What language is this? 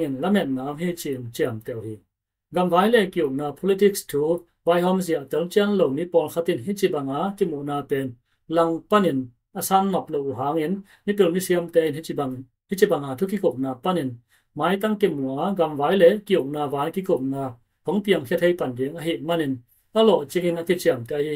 Tedim Chin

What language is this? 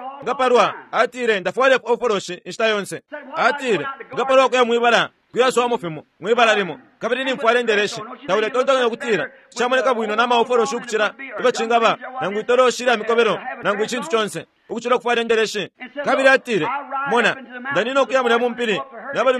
Bemba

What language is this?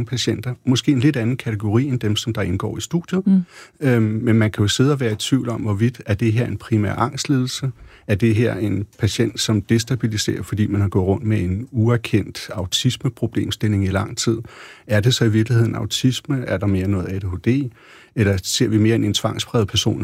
Danish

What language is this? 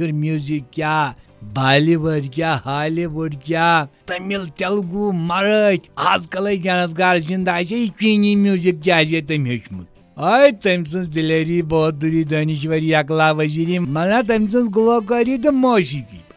Kashmiri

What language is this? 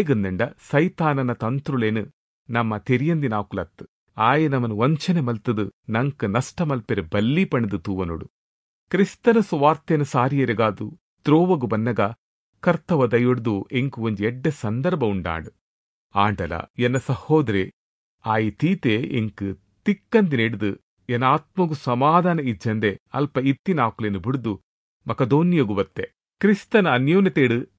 Tulu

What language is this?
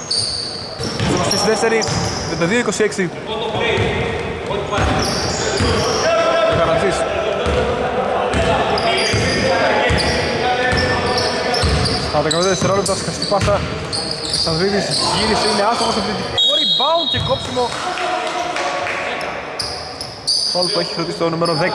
Greek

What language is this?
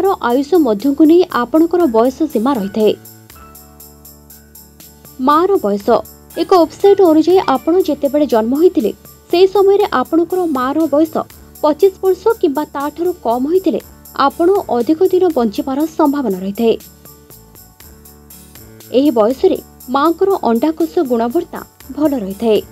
Odia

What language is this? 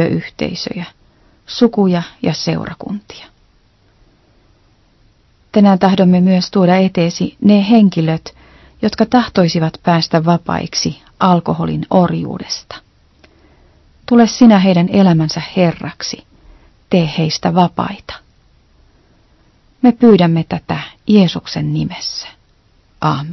Finnish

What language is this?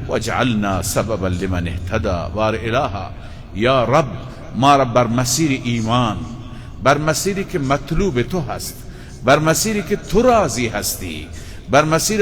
Persian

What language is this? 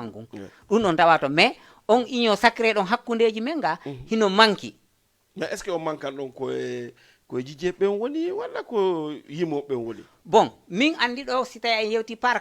Fula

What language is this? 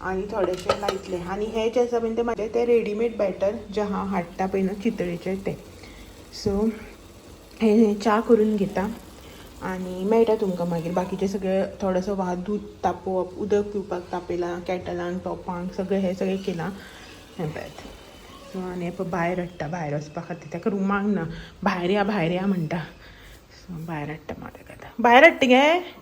Konkani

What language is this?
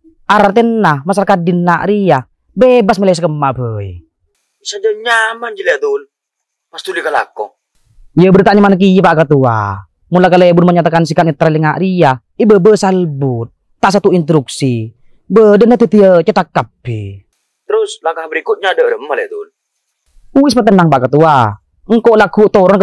Madurese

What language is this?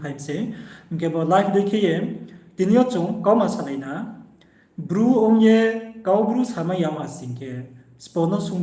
Riang (India)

